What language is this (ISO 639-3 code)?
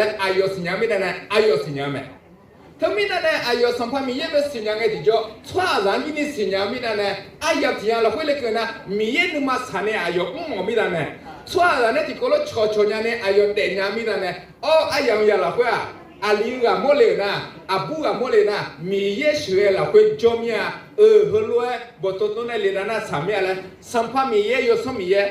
ahk